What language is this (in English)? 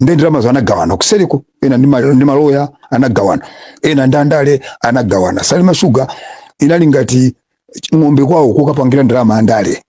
Nyanja